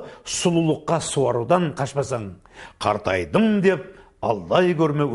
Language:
Kazakh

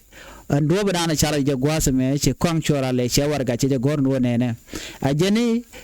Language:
Nuer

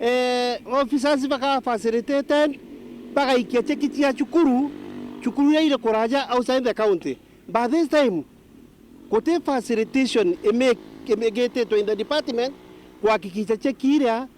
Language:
Meru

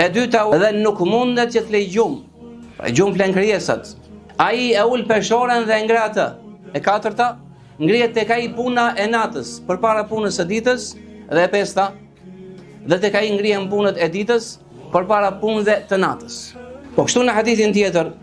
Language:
Albanian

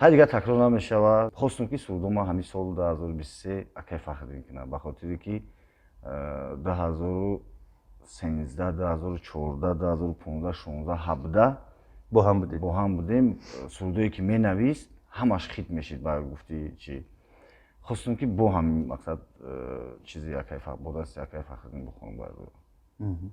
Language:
Tajik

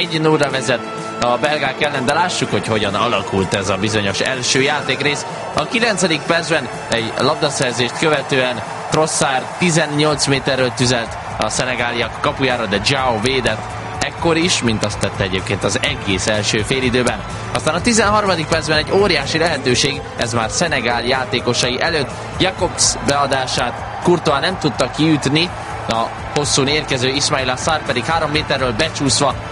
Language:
Hungarian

